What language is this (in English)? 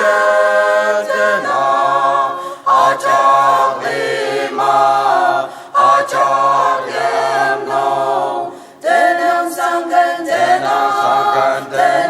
Ao Naga